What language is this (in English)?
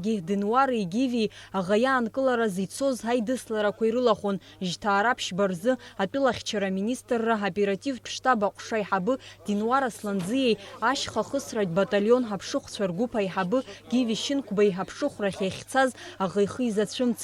Abkhazian